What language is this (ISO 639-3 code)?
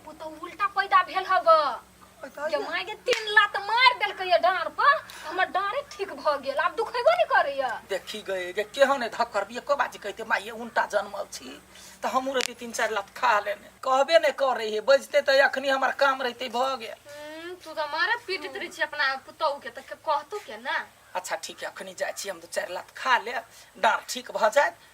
mai